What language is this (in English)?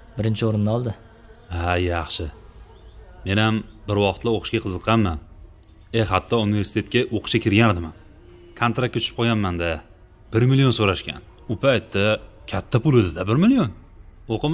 Uzbek